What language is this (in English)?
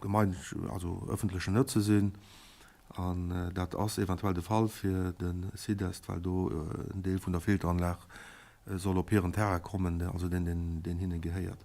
Luxembourgish